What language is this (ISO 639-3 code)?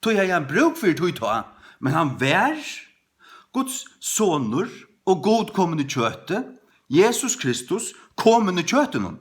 fao